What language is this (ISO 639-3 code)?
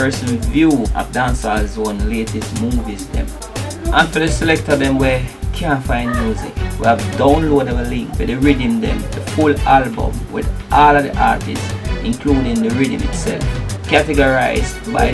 jam